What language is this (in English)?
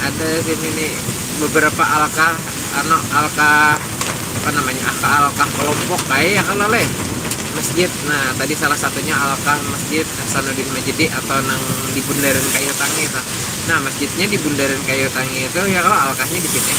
Banjar